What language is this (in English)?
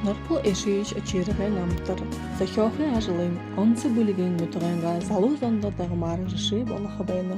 Buriat